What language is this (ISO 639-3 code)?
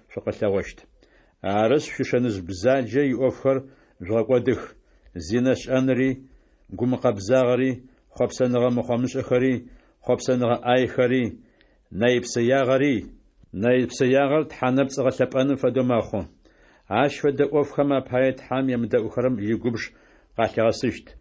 ady